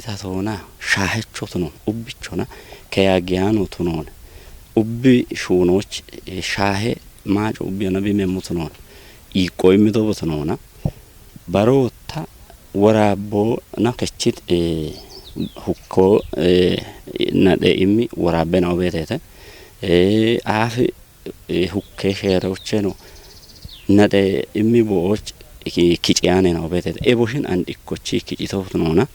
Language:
Kafa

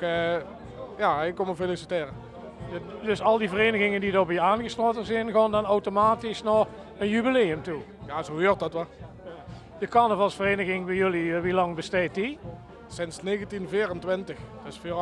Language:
Limburgish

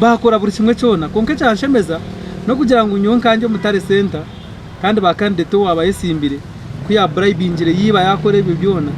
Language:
Nyankole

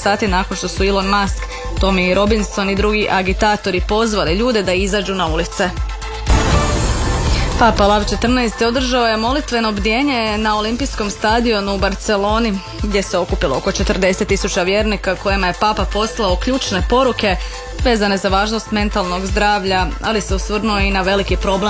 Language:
Croatian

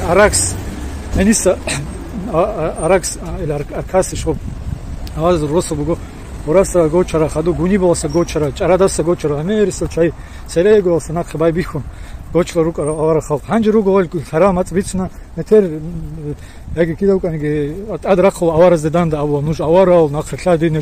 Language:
Avaric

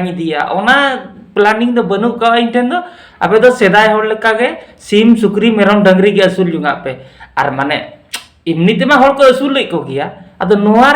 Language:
Santali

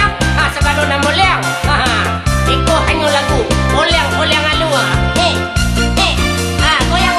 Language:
Minangkabau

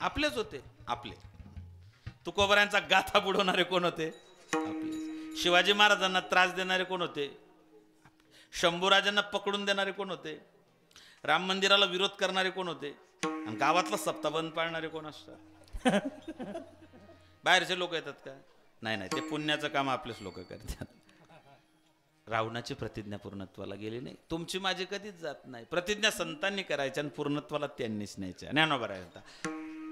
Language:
Marathi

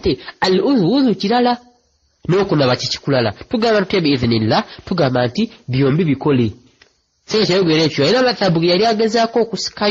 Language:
Ganda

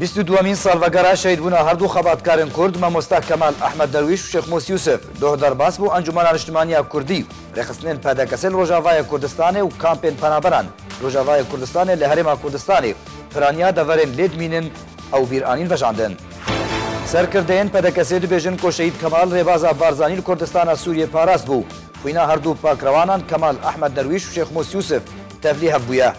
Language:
Kurdish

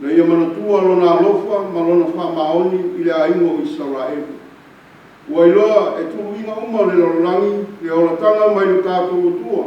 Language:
Samoan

